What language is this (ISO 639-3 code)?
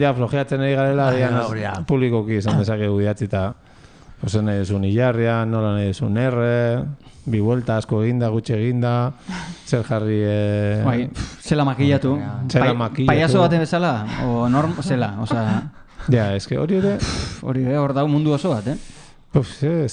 eus